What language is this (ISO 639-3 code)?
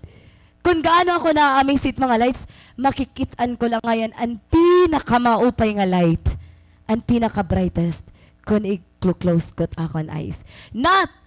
war